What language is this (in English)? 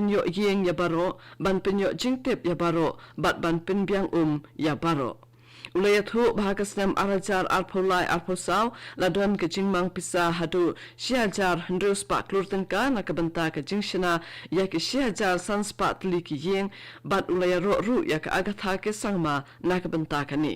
Khasi